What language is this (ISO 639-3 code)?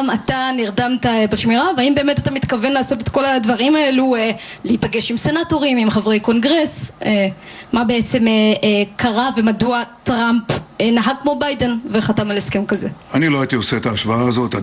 heb